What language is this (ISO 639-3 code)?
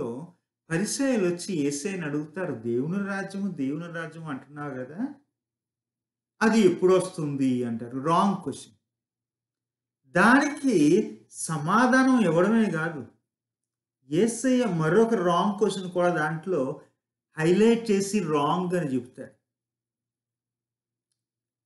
tel